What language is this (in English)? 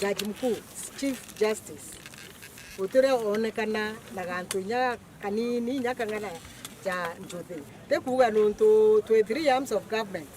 Meru